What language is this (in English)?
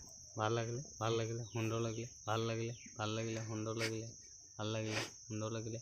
Assamese